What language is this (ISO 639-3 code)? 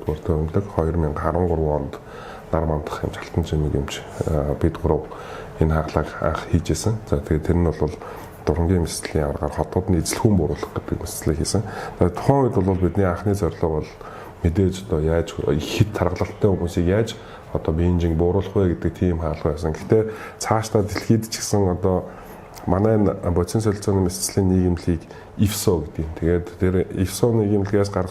mon